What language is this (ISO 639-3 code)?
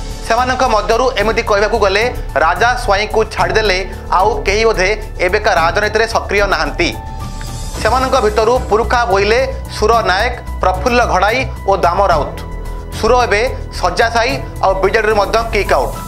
ori